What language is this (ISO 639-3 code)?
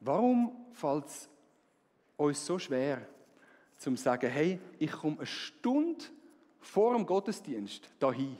gsw